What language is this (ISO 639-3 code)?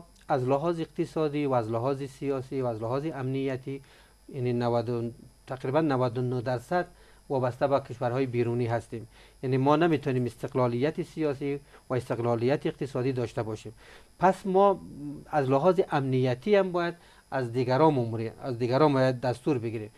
fas